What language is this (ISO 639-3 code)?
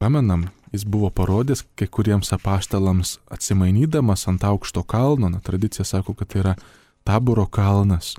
lit